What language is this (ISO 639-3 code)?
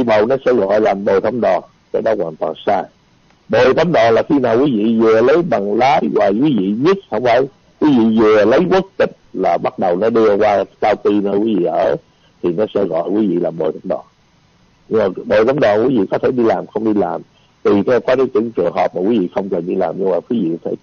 vie